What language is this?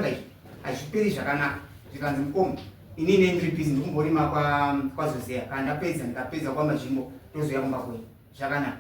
Shona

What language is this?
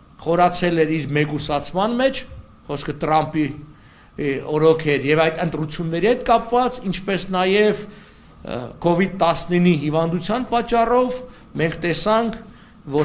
Western Armenian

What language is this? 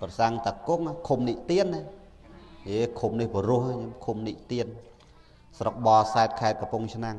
Khmer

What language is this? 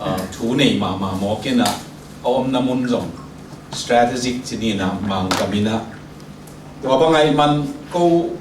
Tedim Chin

